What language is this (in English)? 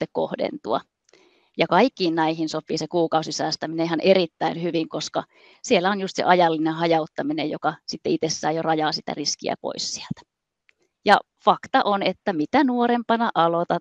Finnish